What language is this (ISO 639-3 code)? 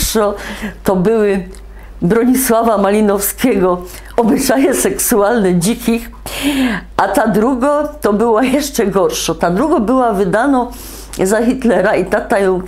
szl